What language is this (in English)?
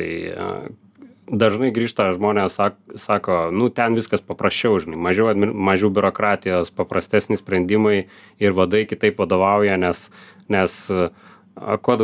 Lithuanian